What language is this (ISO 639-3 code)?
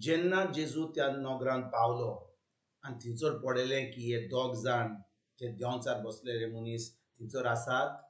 kok